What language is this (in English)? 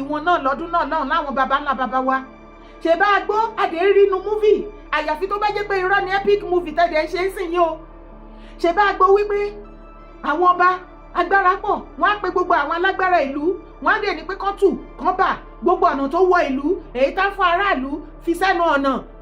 Yoruba